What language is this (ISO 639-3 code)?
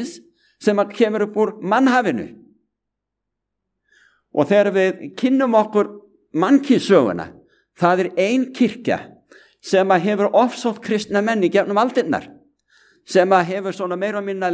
isl